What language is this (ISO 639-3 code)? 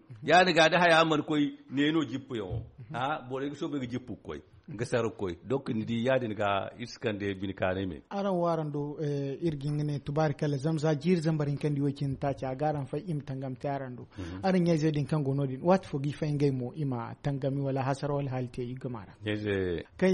dje